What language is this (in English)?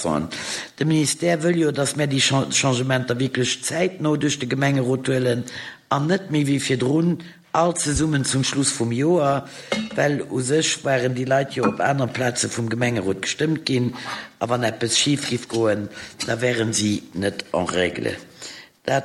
Luxembourgish